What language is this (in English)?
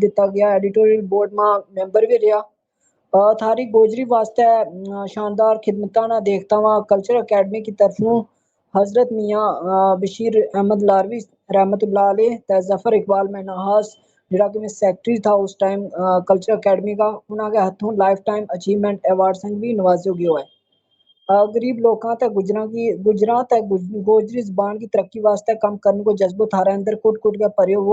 Gujari